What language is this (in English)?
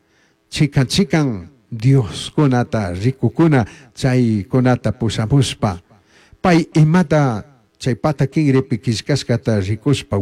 Chimborazo Highland Quichua